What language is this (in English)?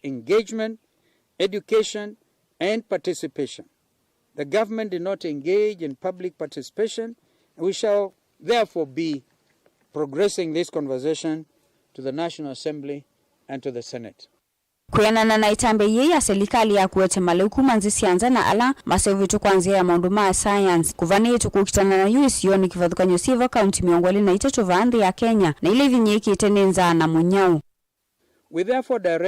Kamba